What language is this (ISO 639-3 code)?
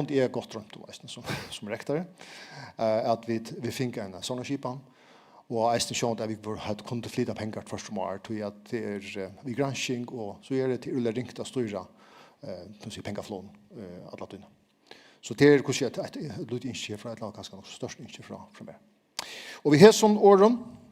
fao